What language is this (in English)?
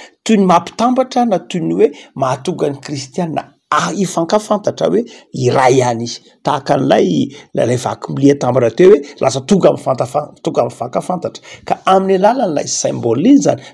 Malagasy